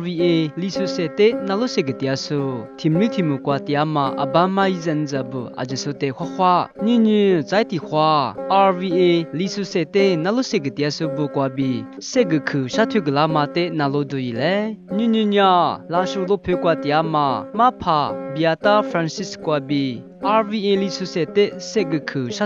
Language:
Lisu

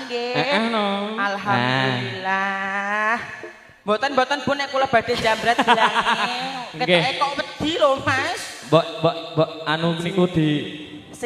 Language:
Javanese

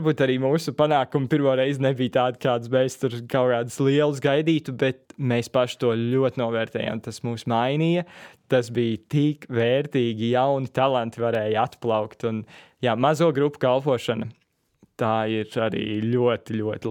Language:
Latvian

